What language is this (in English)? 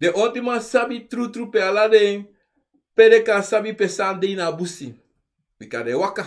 Sranan Tongo